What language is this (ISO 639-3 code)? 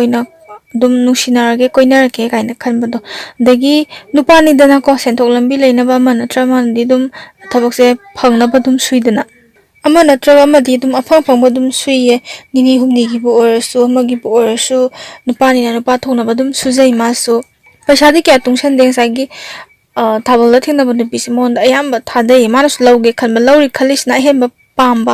mni